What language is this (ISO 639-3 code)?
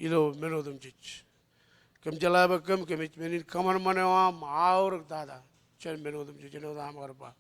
mah